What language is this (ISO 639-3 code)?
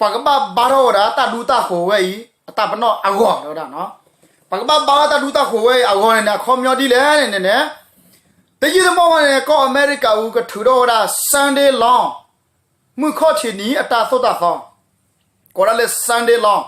ksw